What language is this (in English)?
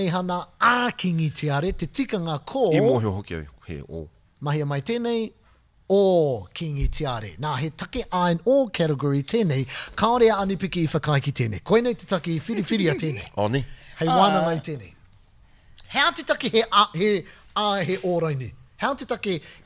Māori